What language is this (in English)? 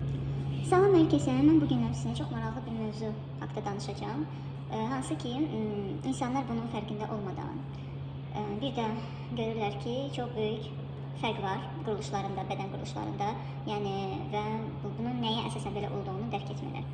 Azerbaijani